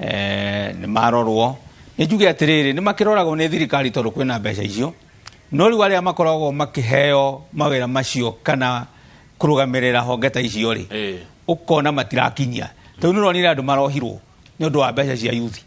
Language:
Kikuyu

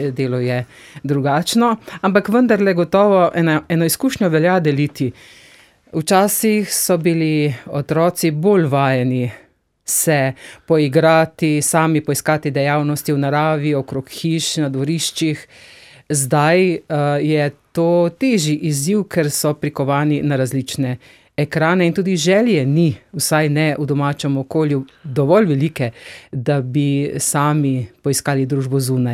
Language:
Slovenian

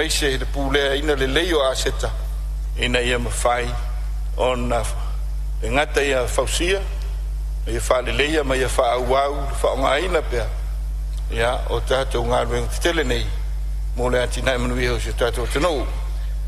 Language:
Samoan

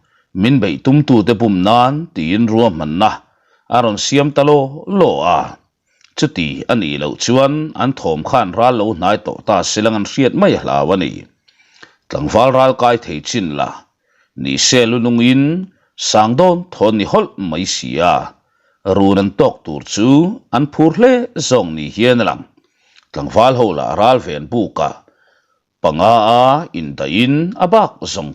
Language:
Mizo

